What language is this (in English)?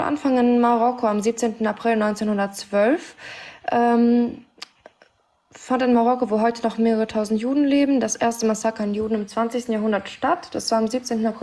German